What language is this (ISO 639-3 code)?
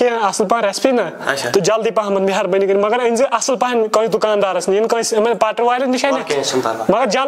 kas